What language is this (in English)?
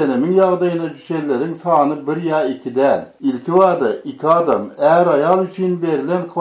Turkmen